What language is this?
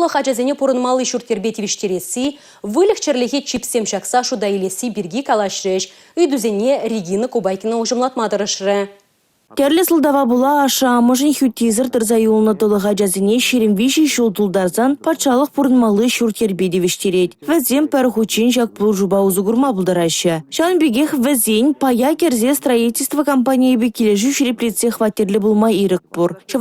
Chuvash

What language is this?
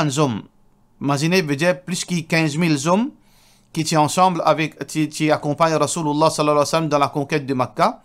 Morisyen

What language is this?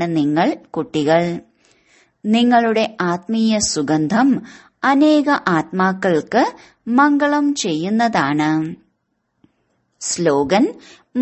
Malayalam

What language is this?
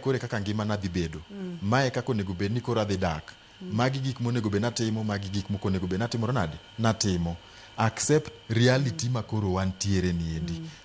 Luo (Kenya and Tanzania)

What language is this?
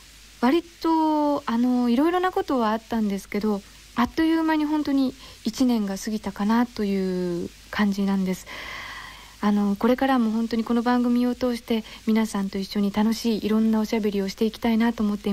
Japanese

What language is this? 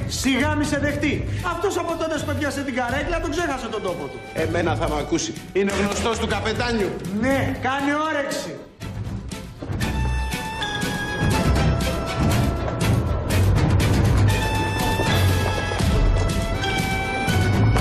Greek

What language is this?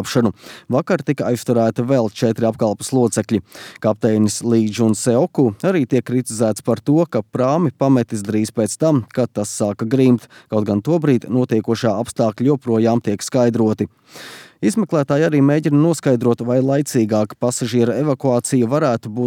Latvian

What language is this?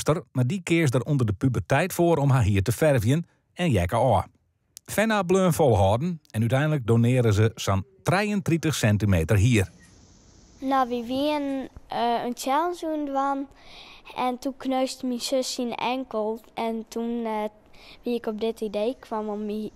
Western Frisian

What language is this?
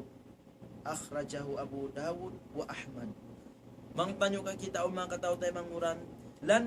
Tausug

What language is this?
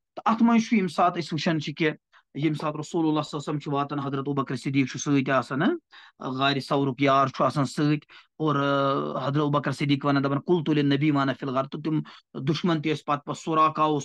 Kashmiri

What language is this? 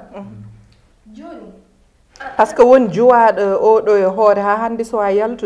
Fula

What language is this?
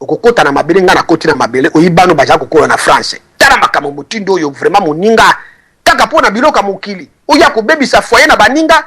Lingala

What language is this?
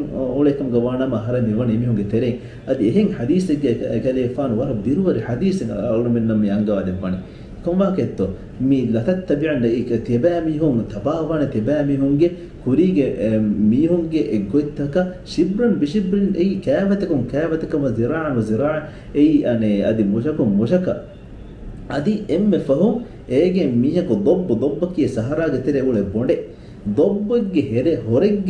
Divehi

